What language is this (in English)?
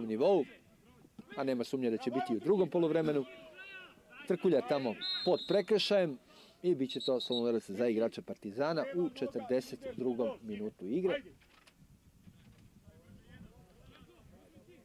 Serbian